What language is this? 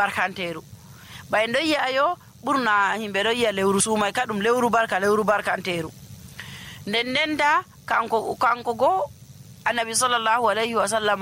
Nigerian Fulfulde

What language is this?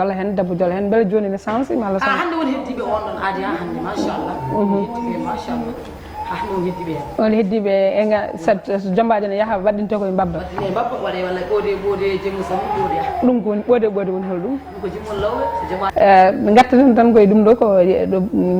Fula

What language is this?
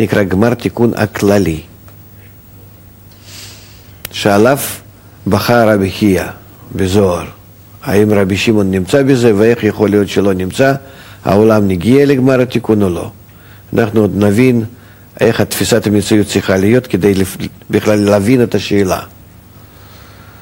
Hebrew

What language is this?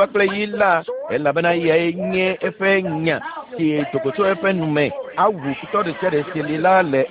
Ewe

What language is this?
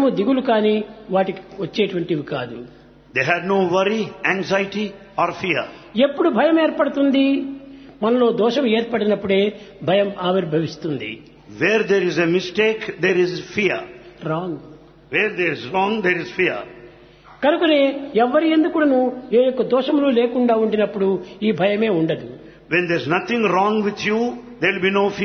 Telugu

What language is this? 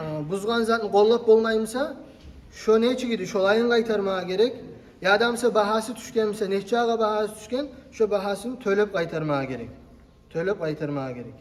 Kumyk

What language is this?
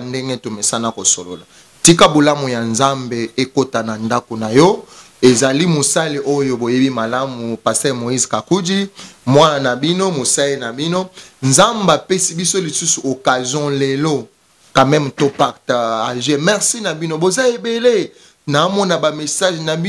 Lingala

